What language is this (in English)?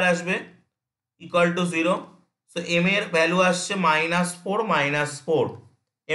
Bangla